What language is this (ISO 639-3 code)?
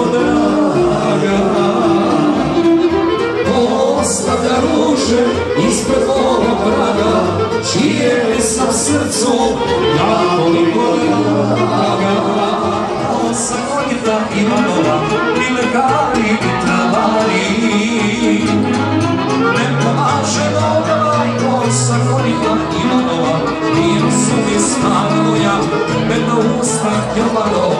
srp